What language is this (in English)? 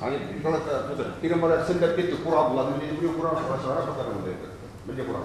Chuvash